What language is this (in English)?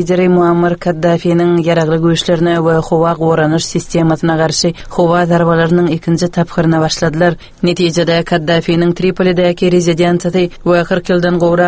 Turkmen